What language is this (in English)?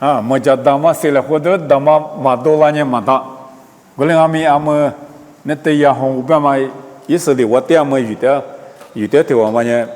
Lisu